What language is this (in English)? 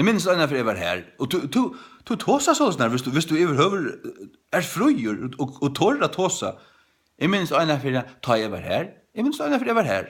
Faroese